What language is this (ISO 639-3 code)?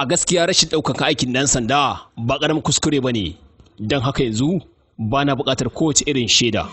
hau